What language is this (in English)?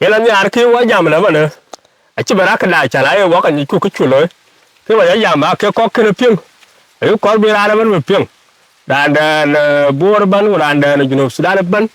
Dinka